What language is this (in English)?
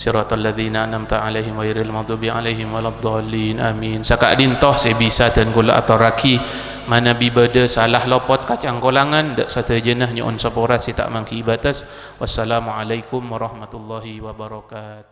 Madurese